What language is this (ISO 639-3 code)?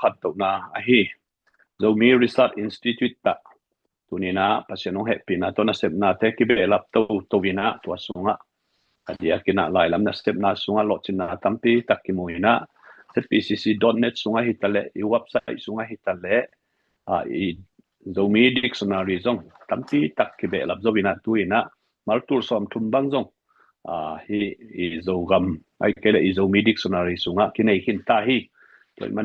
ctd